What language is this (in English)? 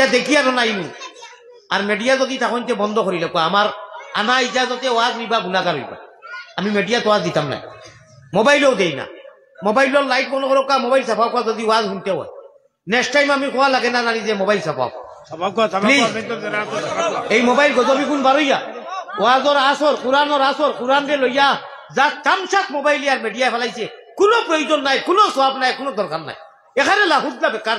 Sylheti